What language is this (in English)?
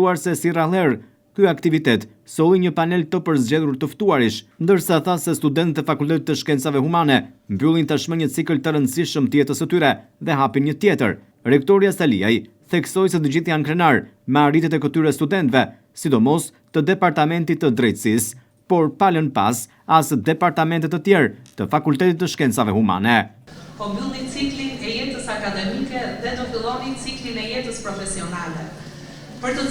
Albanian